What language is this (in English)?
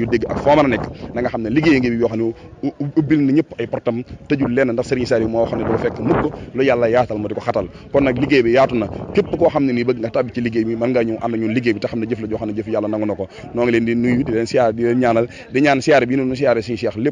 Wolof